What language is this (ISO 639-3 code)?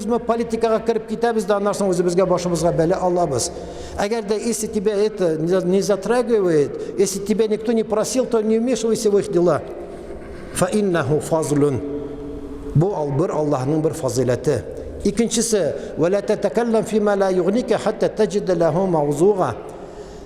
tat